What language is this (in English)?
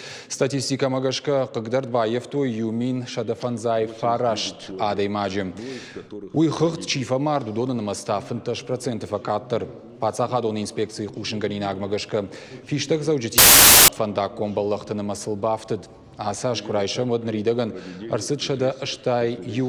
Ossetic